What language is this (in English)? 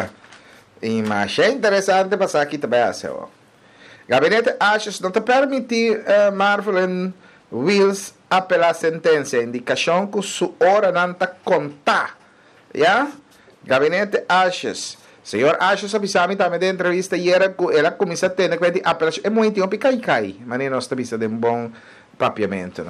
Papiamento